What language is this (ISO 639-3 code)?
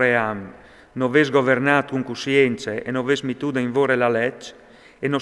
fur